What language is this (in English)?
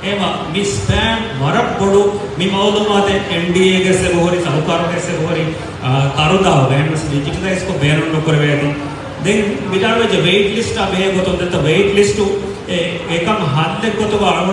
Divehi